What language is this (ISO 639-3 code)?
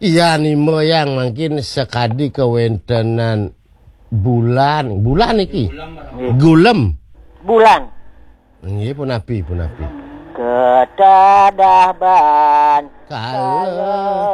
ban